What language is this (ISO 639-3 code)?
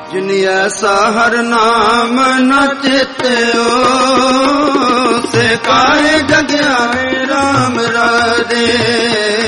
pan